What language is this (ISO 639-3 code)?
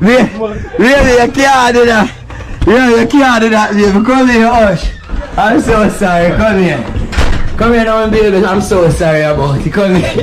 jam